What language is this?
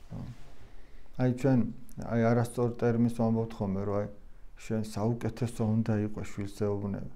Georgian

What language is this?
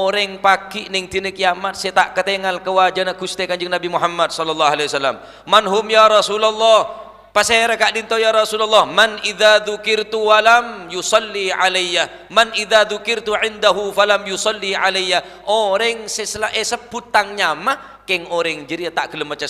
Madurese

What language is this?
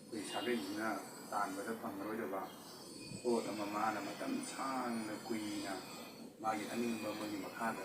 Manipuri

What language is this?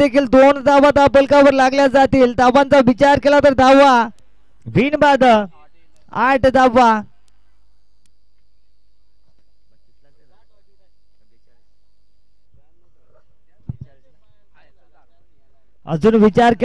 Marathi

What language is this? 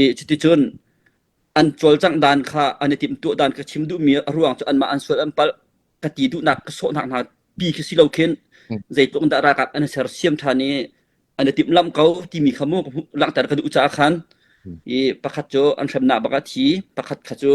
Hakha Chin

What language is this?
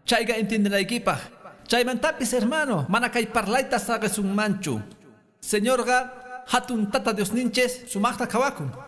Quechua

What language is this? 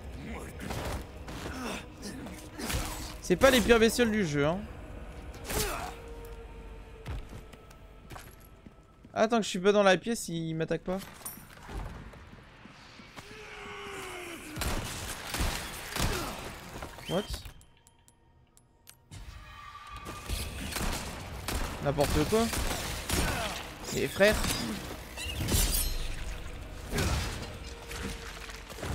French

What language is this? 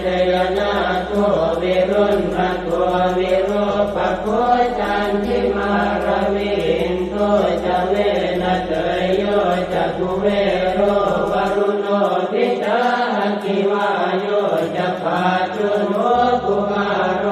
Pali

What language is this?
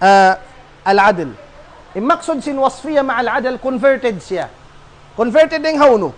Tausug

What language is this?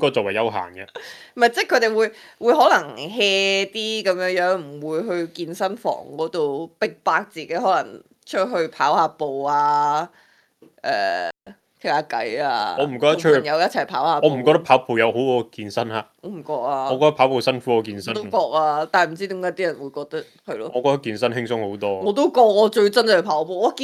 Cantonese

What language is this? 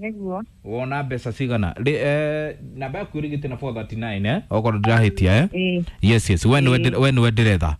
Kikuyu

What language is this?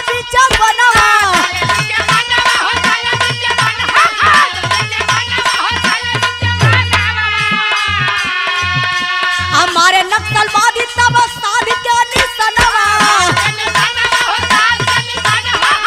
Bhojpuri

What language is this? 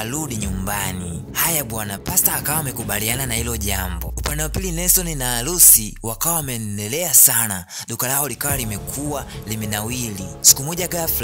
Swahili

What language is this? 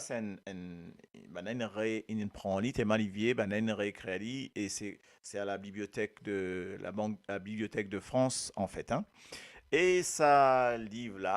Morisyen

